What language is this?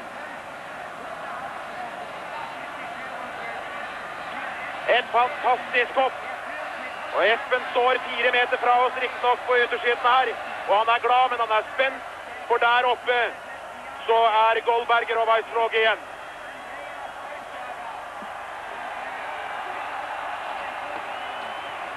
Norwegian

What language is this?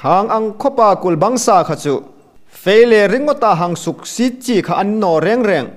Hmar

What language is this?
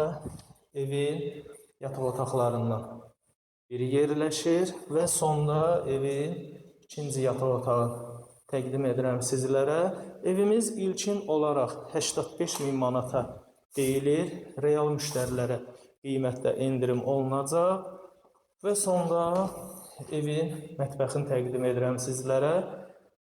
Azerbaijani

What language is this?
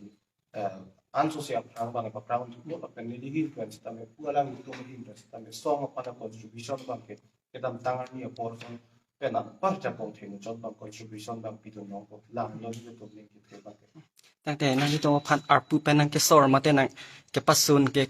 Karbi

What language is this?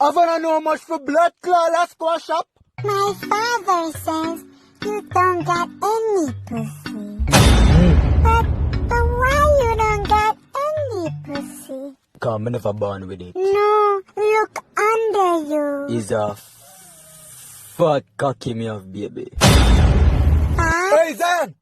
Jamaican Creole English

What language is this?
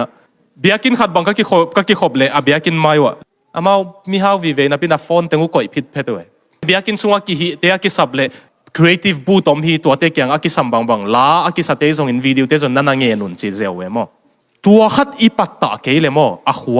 Tedim Chin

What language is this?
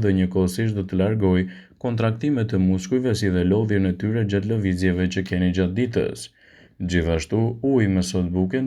Albanian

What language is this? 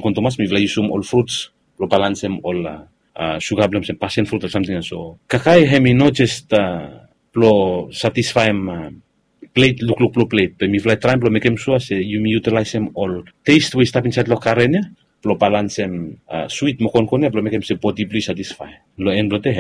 Bislama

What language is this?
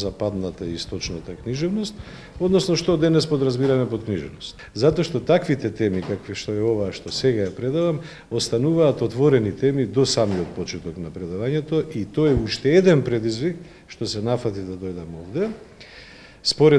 Macedonian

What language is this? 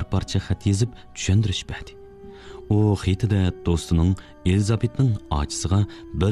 Uyghur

